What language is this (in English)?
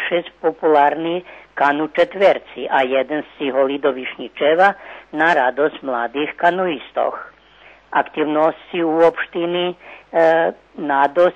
Rusyn